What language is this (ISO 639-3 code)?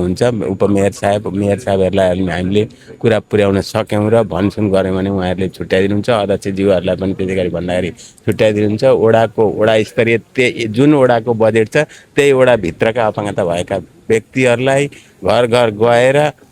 nep